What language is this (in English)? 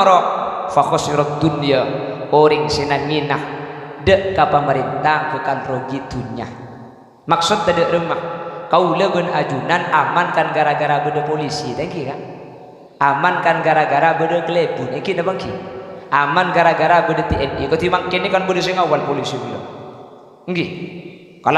Madurese